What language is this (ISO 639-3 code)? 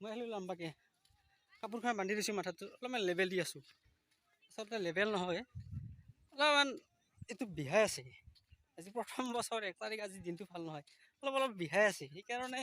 asm